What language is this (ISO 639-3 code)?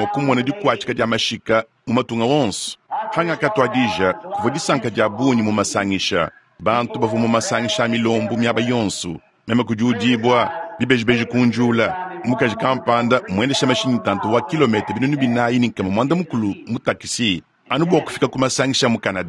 lua